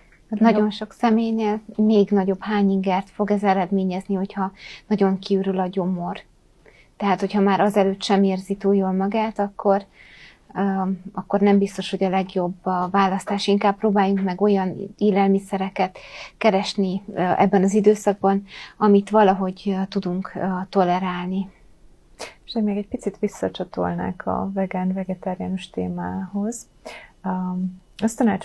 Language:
Hungarian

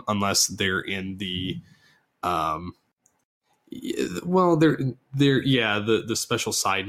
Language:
English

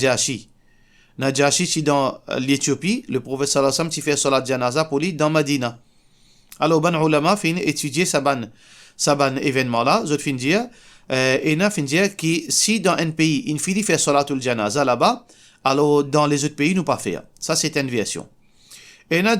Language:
Morisyen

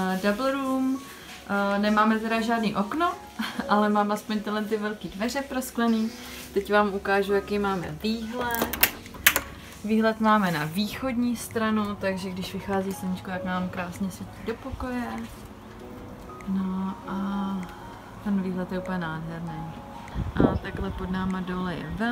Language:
Czech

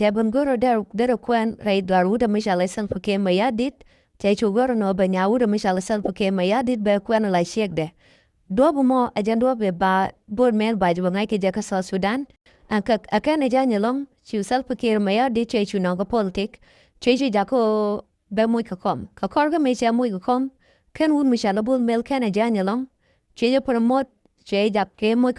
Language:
Nuer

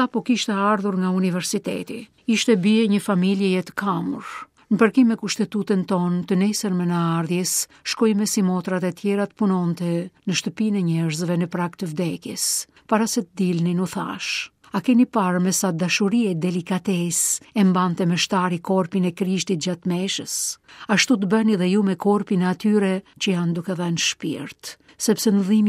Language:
Albanian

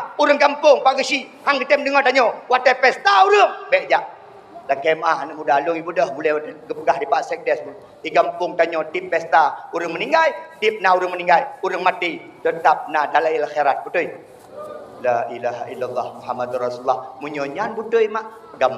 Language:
Achinese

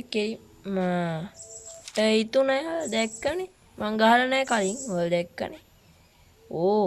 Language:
Sinhala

